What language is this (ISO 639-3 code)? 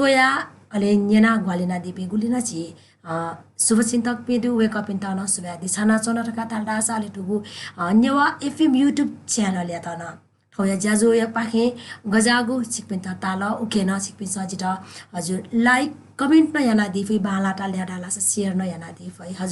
new